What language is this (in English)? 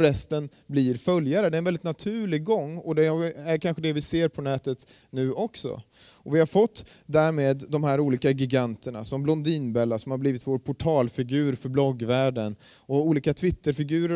Swedish